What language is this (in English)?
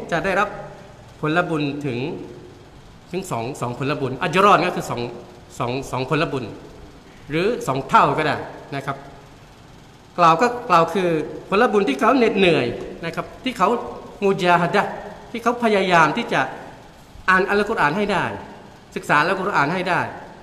Thai